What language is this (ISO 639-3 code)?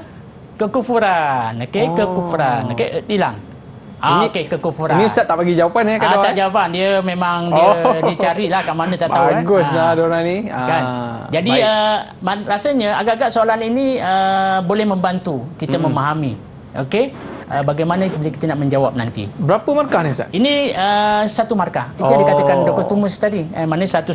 msa